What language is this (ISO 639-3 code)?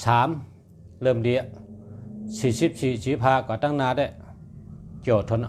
shn